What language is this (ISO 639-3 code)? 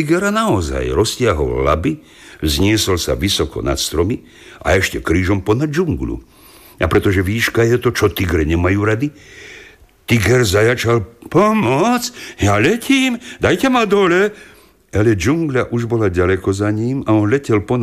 slk